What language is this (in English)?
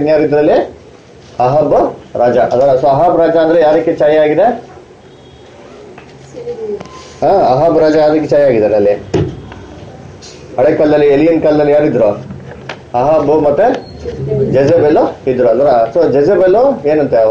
Kannada